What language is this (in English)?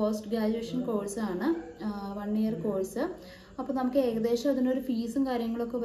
Malayalam